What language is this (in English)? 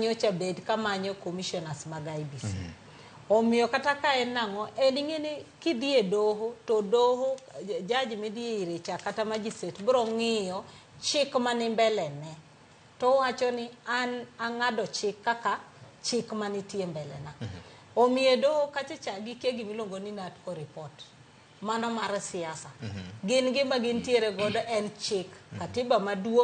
Luo (Kenya and Tanzania)